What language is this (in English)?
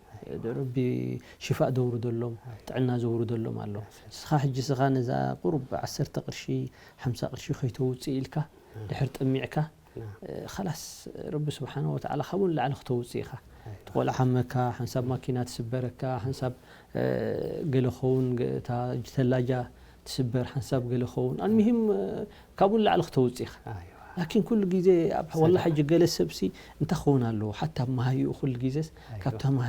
Tigrinya